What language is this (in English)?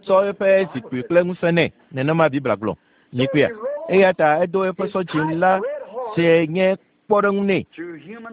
Ewe